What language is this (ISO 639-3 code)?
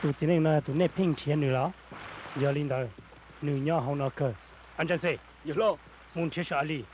hmn